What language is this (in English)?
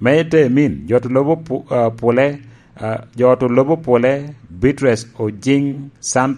Lango (Uganda)